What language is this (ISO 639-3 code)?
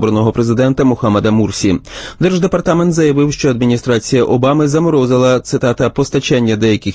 ukr